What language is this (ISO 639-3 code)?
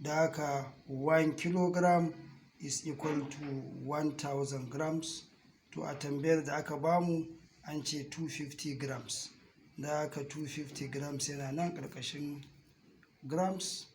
hau